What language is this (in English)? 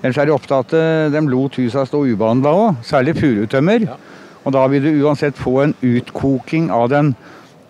Norwegian